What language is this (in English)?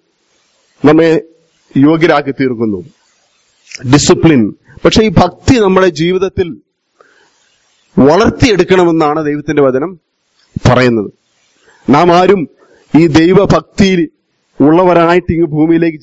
Malayalam